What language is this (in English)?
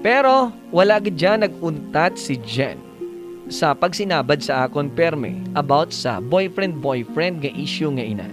Hiligaynon